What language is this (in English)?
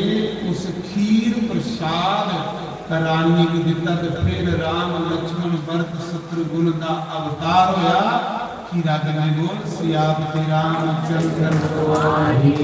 Dogri